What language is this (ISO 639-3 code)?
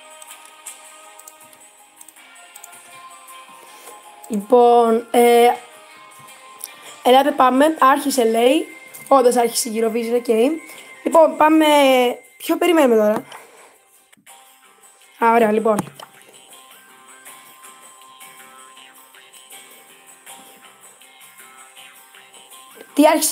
ell